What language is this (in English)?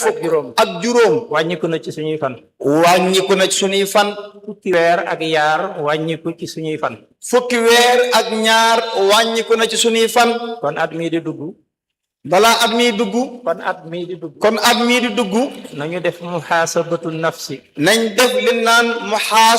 Wolof